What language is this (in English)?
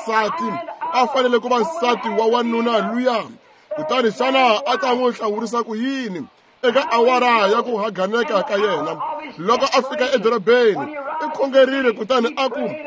Tsonga